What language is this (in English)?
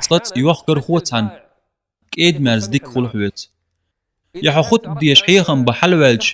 Chechen